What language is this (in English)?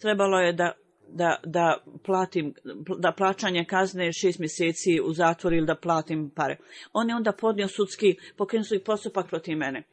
Bosnian